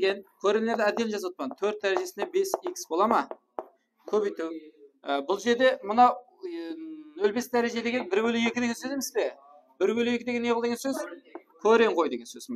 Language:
Kara-Kalpak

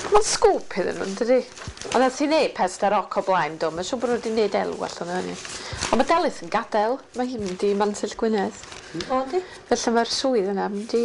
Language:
Welsh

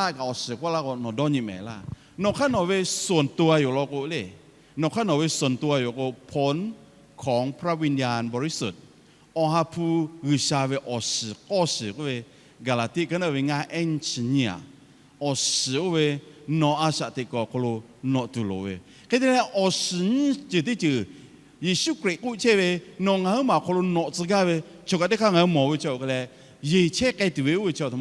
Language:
Lahu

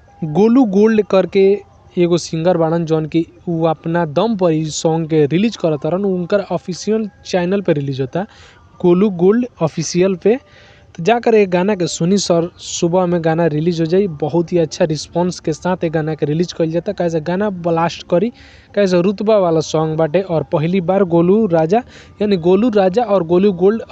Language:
Bhojpuri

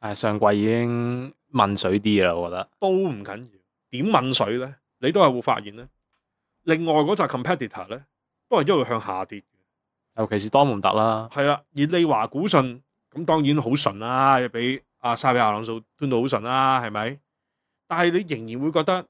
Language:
Cantonese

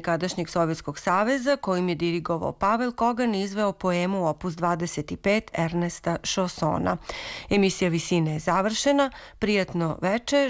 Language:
Serbian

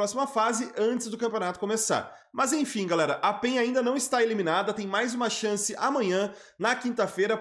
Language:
Portuguese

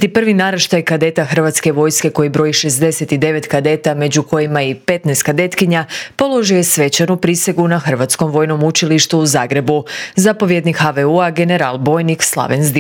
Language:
Croatian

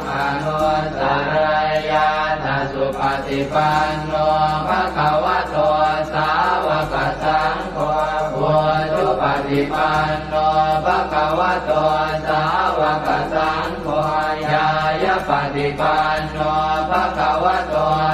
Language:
Pali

